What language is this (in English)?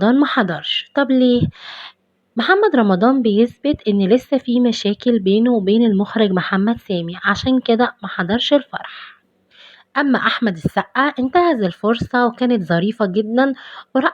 Egyptian Arabic